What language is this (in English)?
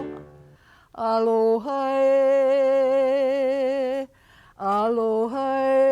Hawaiian